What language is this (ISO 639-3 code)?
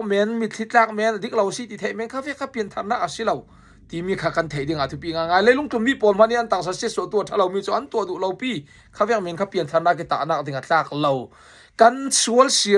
cfm